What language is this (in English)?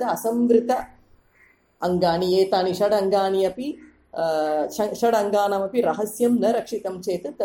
Sanskrit